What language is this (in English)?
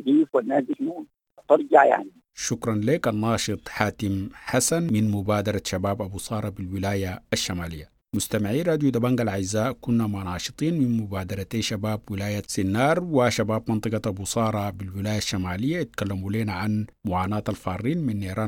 Sudanese Arabic